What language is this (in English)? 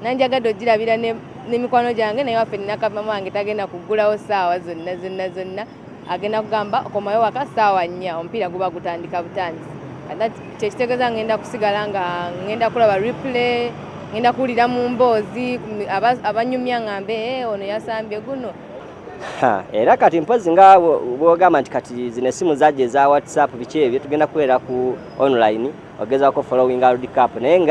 Ganda